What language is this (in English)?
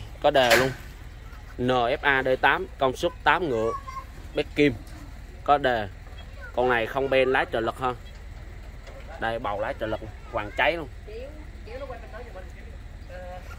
Vietnamese